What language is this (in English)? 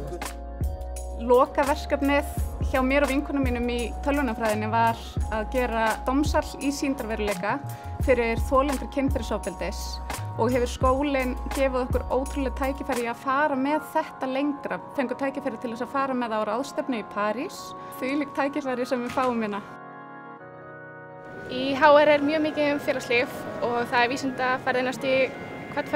Icelandic